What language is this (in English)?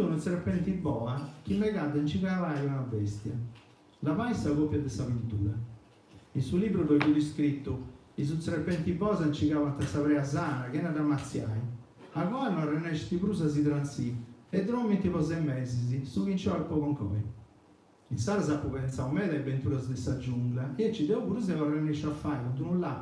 Sardinian